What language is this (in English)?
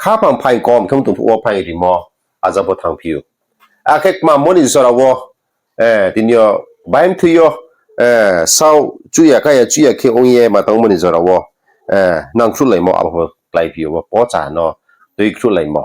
Riang (India)